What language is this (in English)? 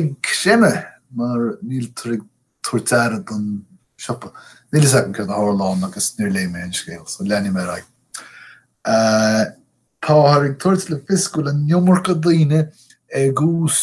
Irish